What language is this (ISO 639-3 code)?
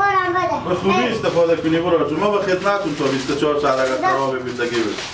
haz